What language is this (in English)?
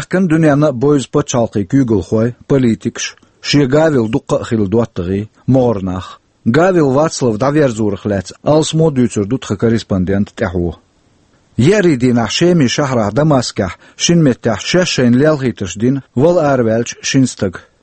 Chechen